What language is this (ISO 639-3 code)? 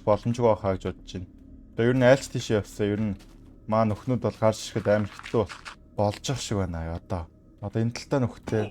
mon